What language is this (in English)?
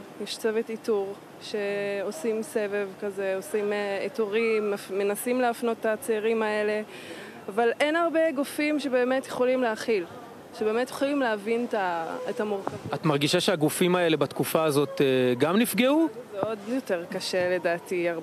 Hebrew